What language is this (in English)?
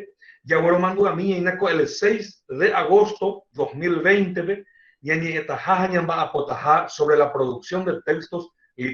Guarani